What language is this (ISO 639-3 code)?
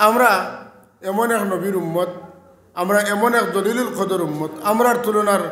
syl